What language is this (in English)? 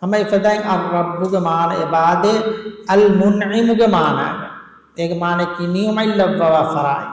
Divehi